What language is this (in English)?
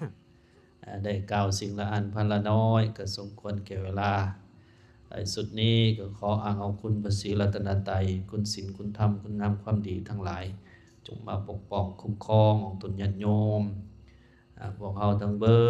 Lao